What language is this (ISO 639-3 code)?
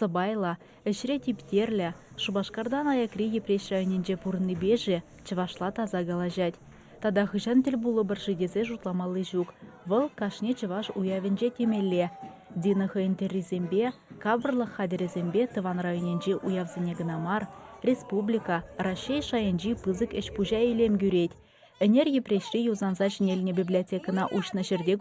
chv